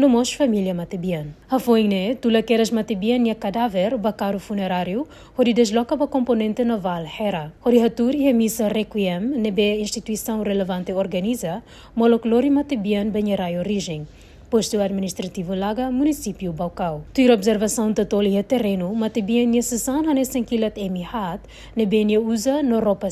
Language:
Tetum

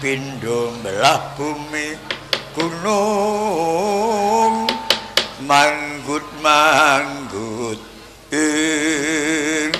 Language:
Javanese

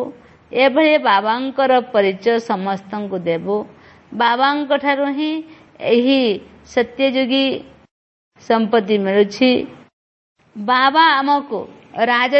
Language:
Odia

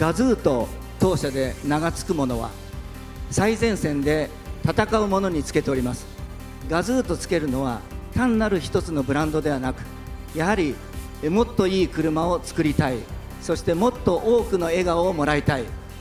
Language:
Japanese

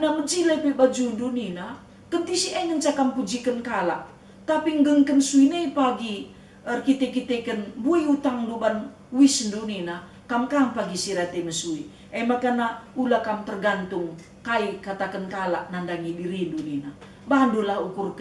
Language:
Batak Karo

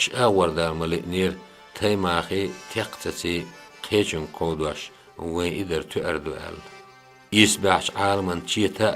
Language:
Chechen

